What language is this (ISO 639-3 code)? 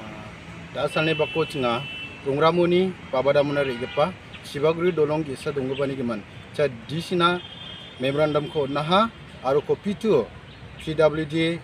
grt